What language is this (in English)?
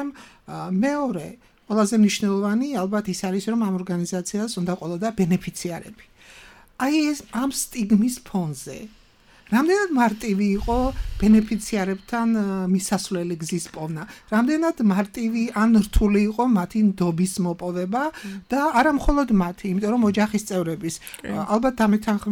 Georgian